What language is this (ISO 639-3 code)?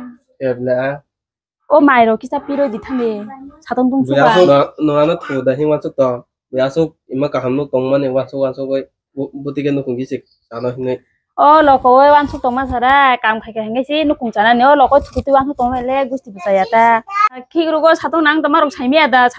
trp